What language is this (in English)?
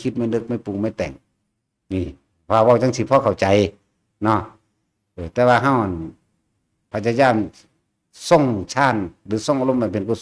Northeastern Thai